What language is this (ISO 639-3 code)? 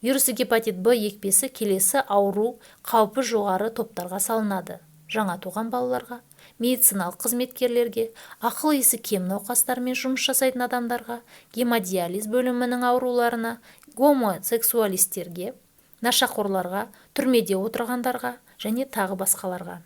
kaz